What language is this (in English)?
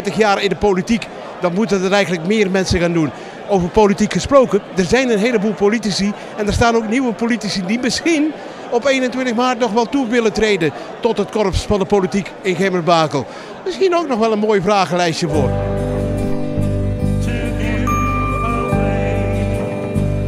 Dutch